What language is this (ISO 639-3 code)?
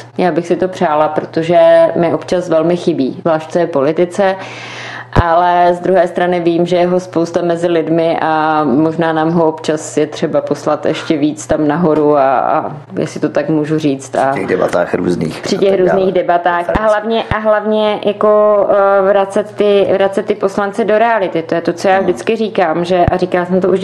ces